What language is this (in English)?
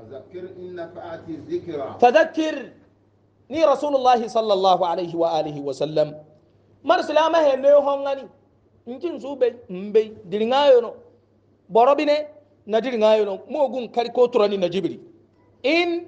Hausa